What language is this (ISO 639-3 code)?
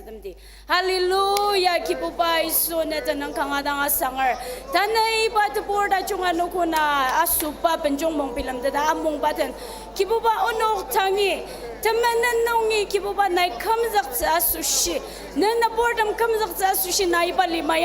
njo